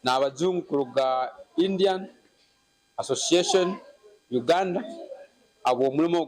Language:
Nyankole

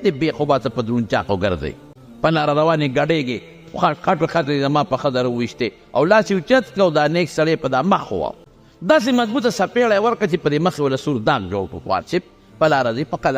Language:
Pashto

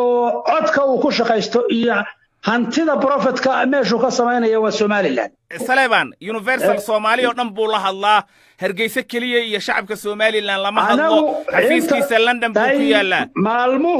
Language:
Somali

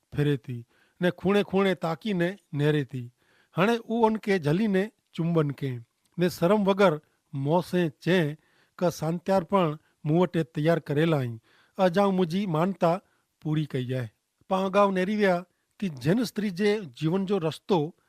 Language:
Kachhi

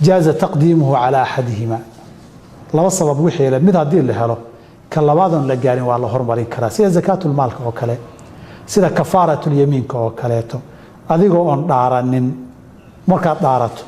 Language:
Somali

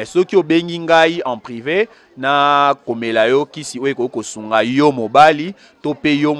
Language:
Lingala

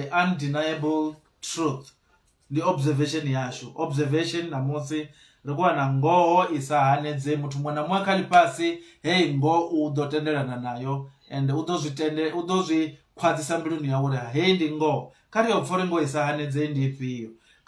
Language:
Venda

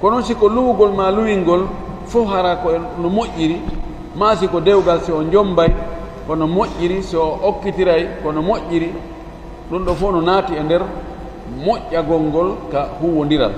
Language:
Fula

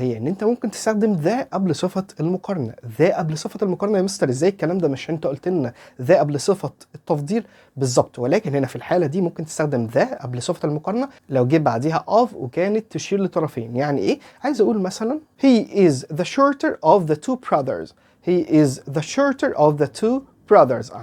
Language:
Egyptian Arabic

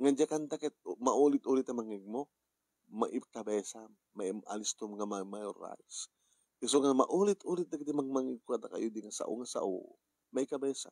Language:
Iloko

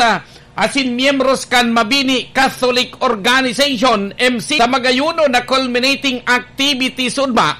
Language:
Bikol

